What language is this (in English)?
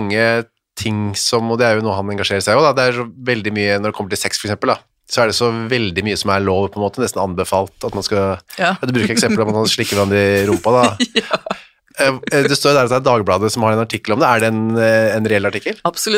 Norwegian